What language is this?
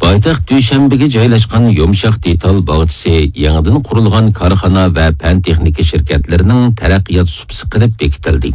Uyghur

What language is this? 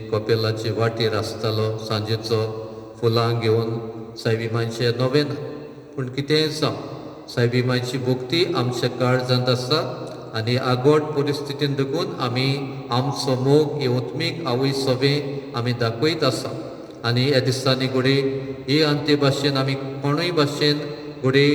Konkani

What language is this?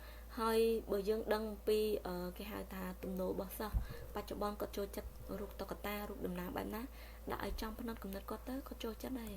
Khmer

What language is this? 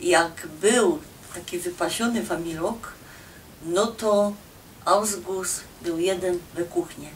Silesian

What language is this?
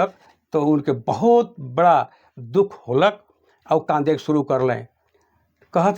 Sadri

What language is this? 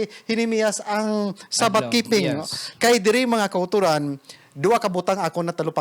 Hiligaynon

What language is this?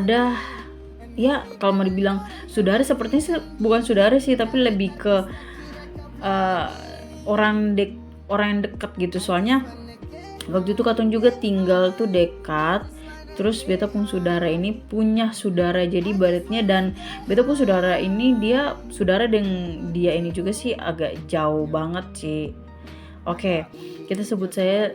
Ambonese Malay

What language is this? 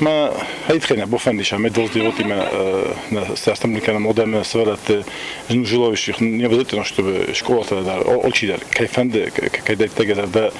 Ossetic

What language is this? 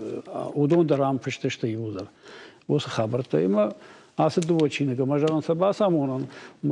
Ossetic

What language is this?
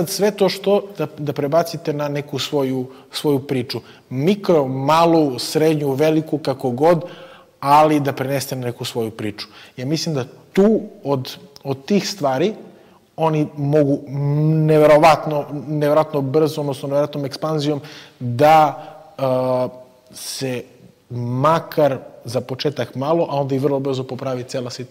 Serbian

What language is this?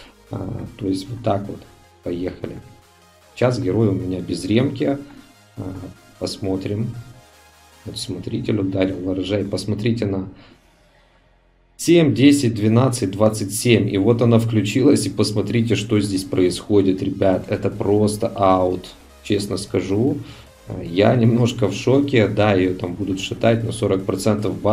Russian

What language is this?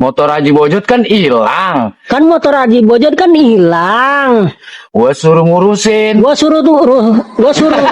Betawi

